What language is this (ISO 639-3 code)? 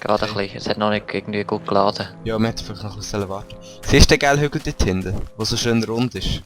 gsw